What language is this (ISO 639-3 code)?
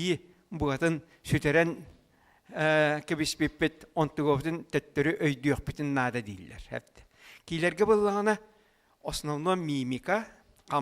sah